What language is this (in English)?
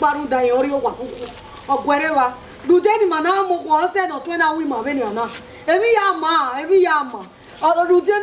Bini